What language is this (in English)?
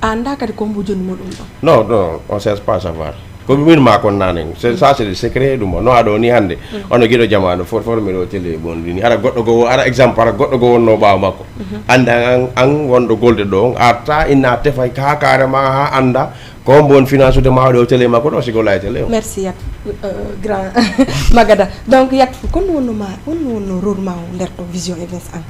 Fula